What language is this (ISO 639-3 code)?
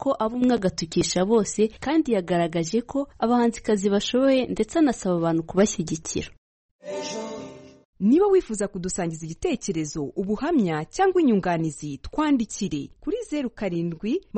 kin